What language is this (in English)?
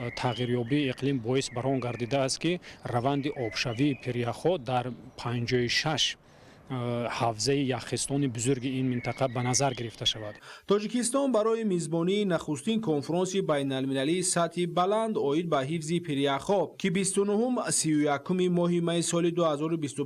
Tajik